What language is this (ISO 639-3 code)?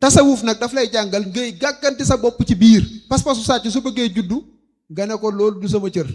wol